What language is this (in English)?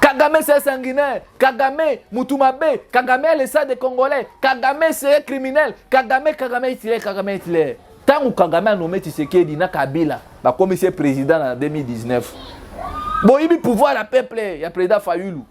Lingala